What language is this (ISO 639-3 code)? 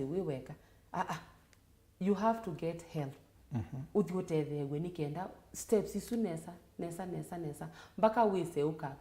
kam